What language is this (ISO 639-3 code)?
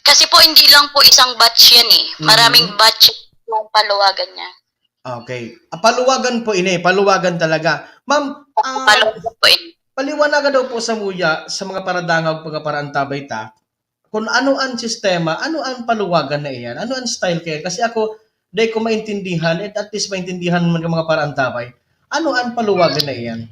bik